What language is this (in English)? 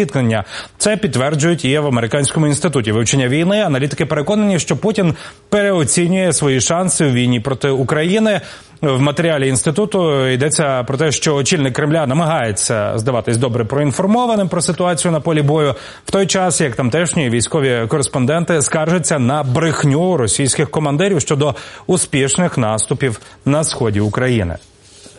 Ukrainian